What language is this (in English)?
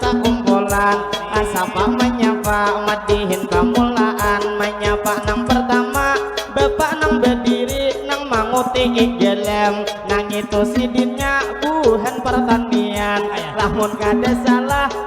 Banjar